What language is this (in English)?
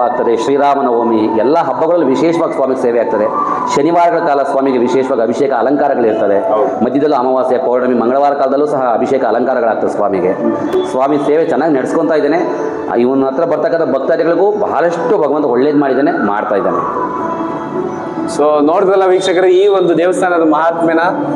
Kannada